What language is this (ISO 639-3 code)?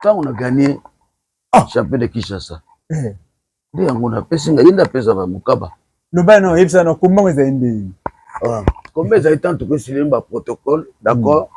lin